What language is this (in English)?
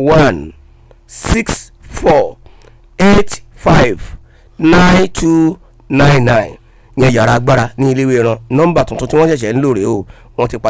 Yoruba